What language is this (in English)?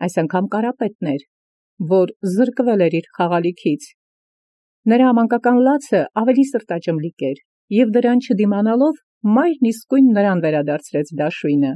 Armenian